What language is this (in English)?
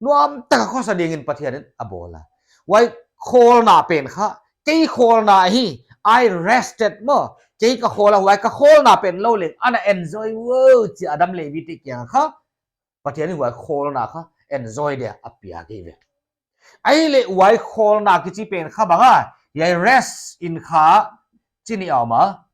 Paite Chin